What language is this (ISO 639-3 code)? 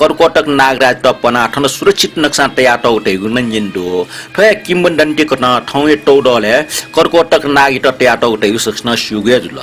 new